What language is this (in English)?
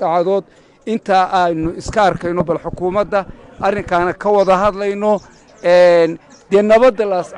Somali